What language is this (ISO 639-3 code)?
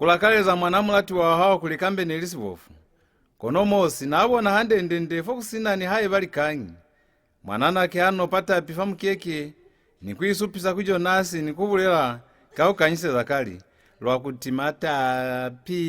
loz